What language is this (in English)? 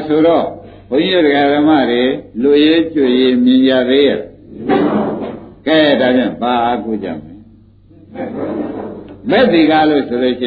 Burmese